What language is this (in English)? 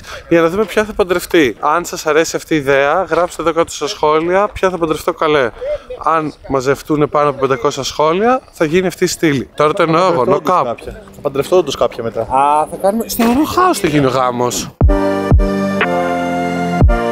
Greek